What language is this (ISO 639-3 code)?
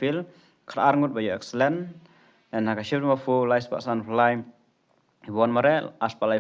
kha